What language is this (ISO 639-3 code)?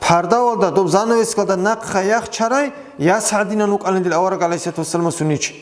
ava